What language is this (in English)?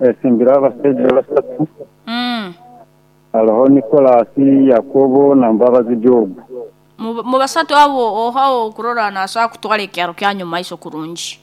Nyoro